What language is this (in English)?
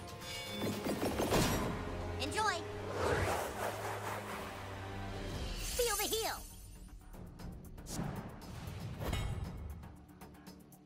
English